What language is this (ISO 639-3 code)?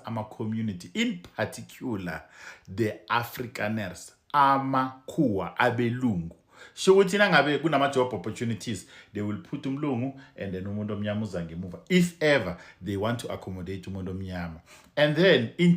zul